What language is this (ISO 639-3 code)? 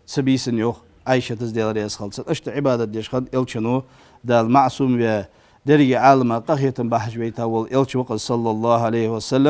inh